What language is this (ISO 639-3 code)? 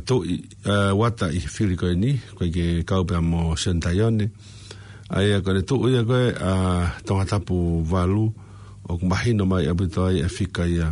ton